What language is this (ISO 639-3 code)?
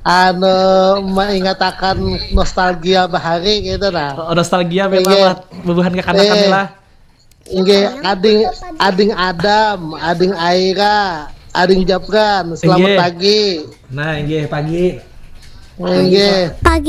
bjn